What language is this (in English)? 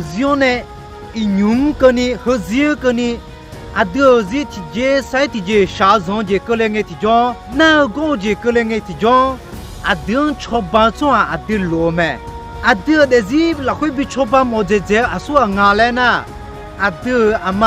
Akha